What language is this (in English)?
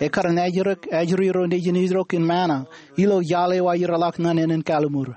Marshallese